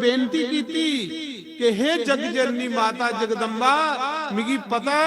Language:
Dogri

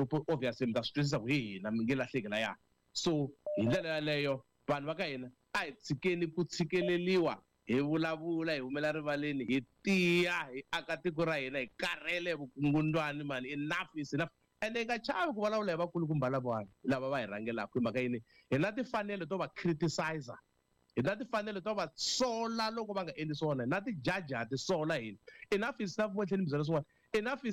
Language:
Tsonga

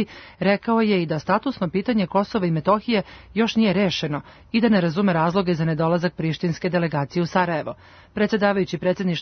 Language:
Serbian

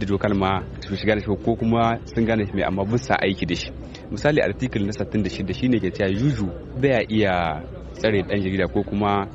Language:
Hausa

